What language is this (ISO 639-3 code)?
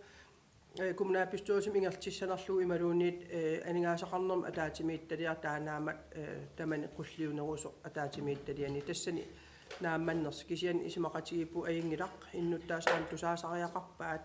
kal